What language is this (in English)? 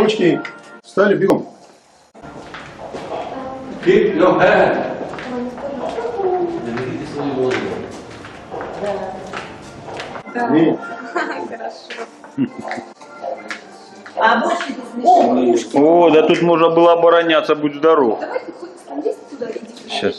Russian